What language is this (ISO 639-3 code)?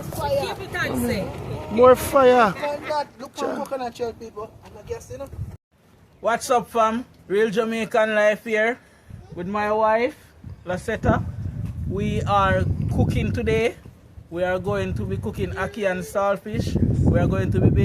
jam